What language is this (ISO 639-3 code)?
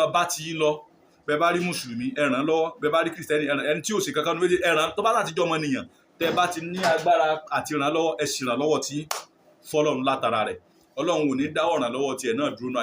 yor